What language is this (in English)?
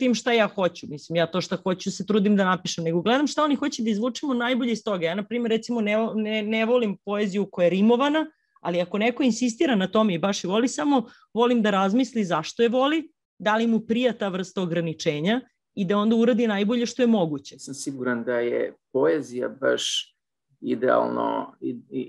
Serbian